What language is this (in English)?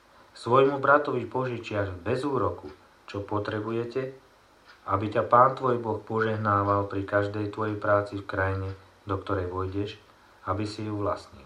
Slovak